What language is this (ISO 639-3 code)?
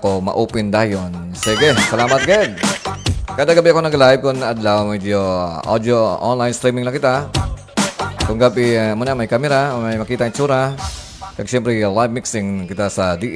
hil